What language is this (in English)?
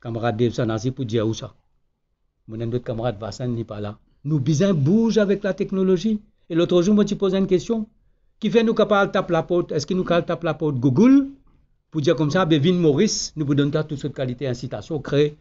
Morisyen